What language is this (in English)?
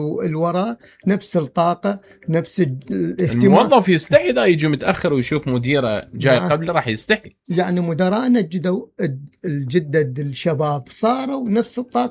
Mesopotamian Arabic